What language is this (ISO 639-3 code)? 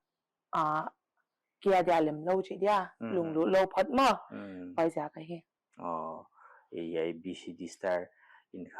pck